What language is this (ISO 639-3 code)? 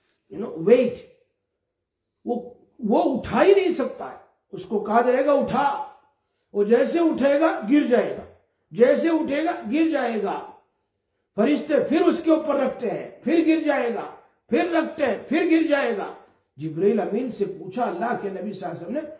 urd